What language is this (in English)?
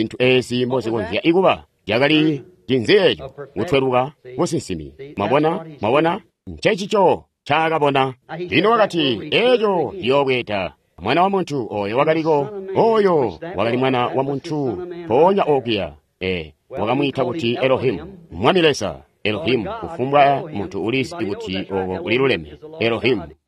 Tonga (Zambia)